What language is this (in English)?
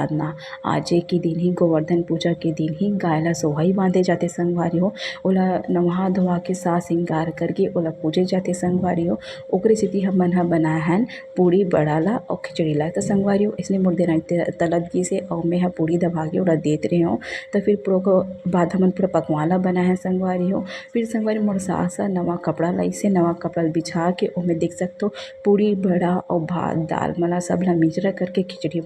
Chhattisgarhi